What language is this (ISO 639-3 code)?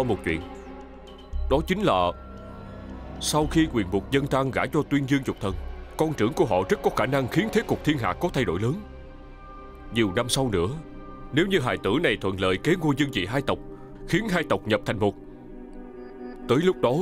vie